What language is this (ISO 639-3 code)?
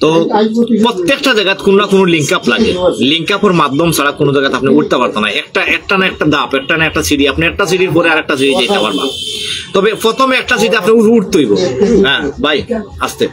syl